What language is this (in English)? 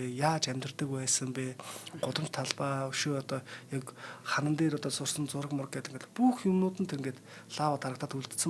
Mongolian